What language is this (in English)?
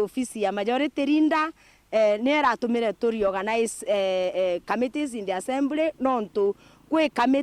Meru